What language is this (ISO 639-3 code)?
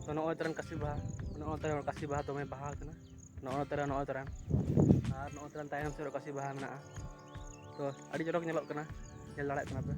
sat